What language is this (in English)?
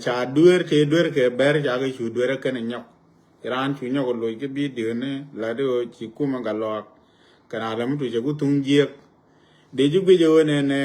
Nuer